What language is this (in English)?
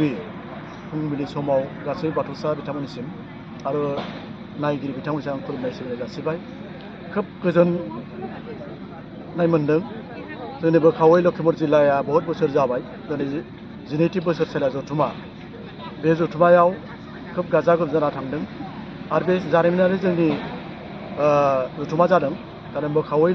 Bodo